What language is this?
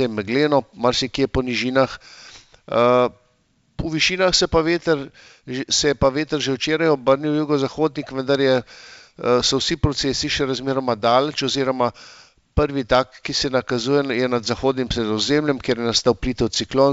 Slovenian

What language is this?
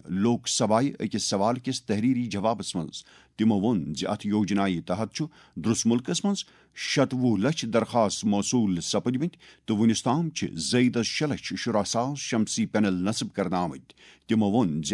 Kashmiri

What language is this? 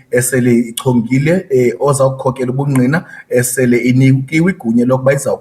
Zulu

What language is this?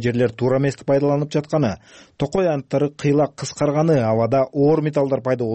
Kyrgyz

